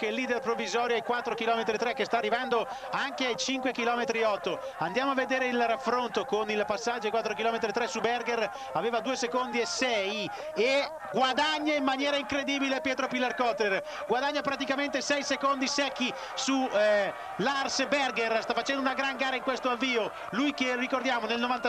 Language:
Italian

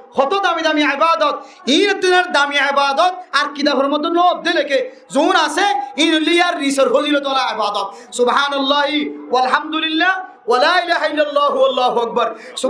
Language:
Rohingya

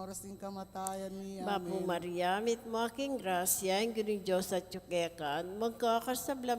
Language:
Pampanga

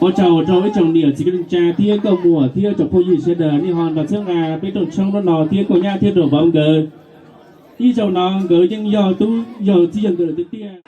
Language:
Hmong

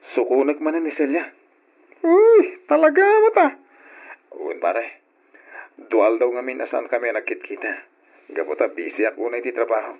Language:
Iloko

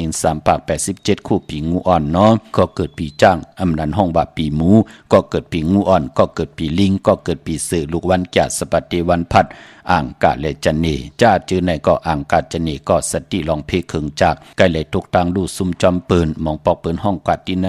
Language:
Shan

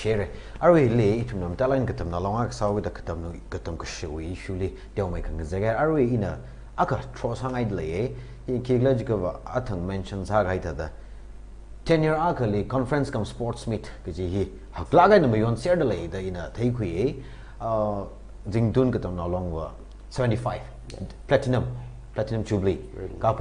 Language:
Tangkhul Naga (India)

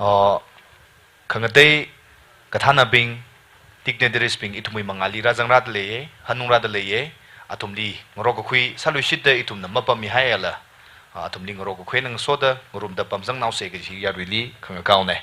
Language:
Tangkhul Naga (India)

